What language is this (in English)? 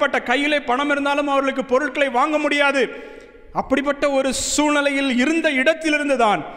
Tamil